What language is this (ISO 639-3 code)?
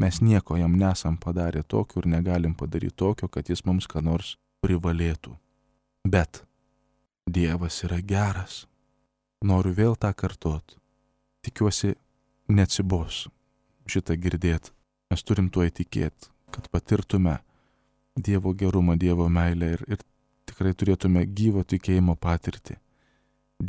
lit